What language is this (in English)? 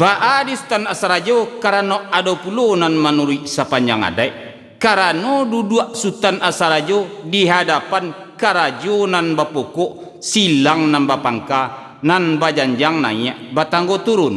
Minangkabau